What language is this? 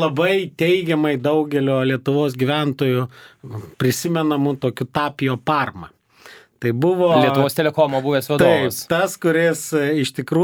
Lithuanian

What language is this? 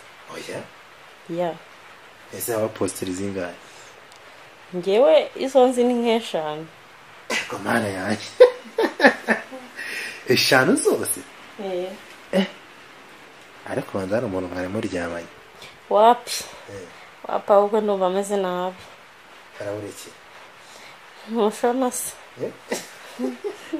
Kinyarwanda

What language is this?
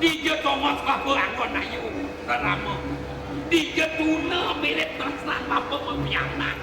Balinese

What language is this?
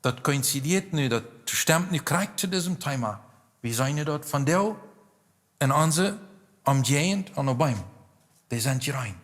Plautdietsch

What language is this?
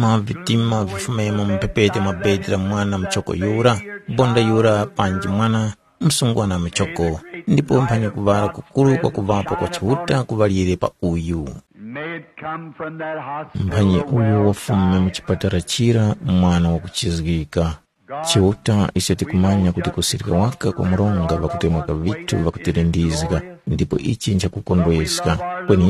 Tumbuka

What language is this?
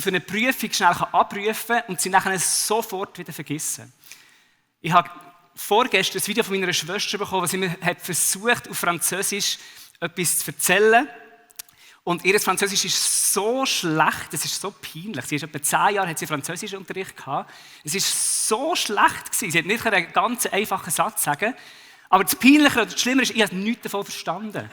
Swiss German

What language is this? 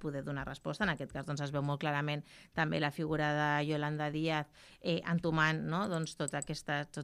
Catalan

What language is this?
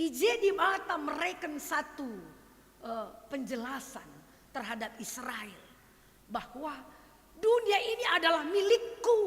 Batak Karo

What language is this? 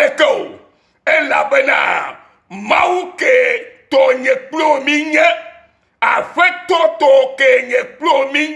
Ewe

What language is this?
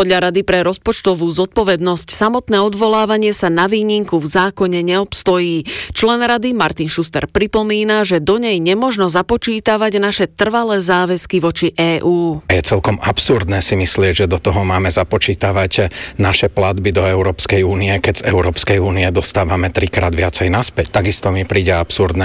Slovak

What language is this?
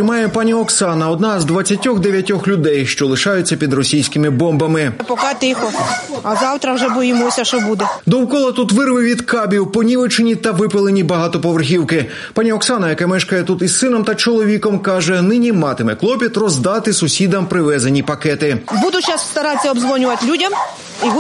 Ukrainian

